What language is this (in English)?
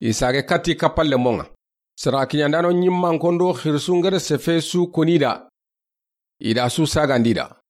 Soninke